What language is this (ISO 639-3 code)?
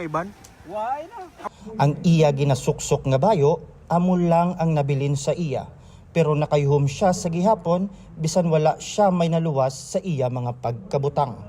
hil